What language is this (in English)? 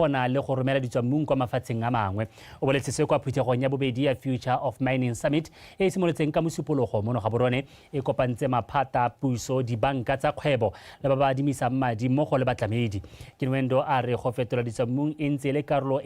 Tswana